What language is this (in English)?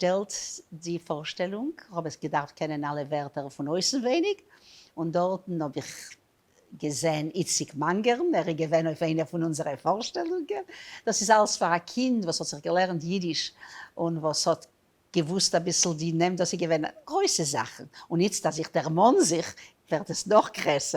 Yiddish